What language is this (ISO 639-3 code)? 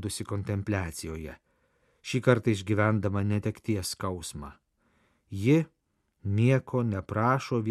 lit